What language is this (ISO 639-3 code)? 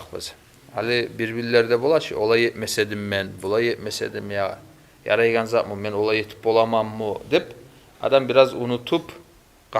kum